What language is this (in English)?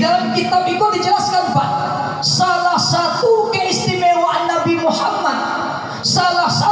Minangkabau